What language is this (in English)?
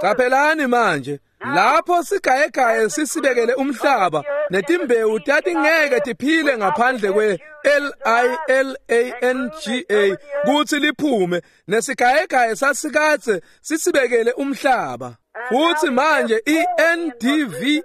Swati